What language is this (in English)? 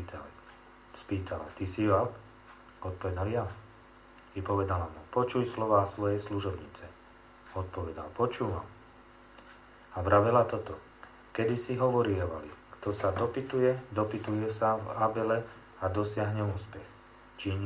Slovak